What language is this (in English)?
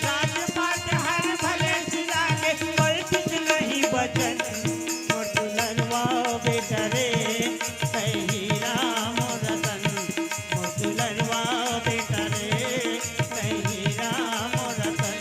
Chhattisgarhi